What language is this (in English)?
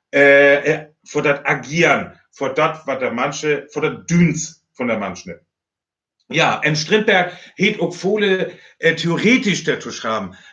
Northern Frisian